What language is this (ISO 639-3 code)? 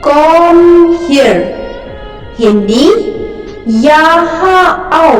kha